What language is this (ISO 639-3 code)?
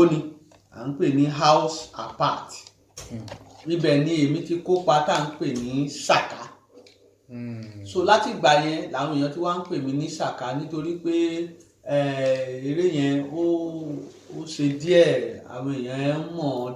yor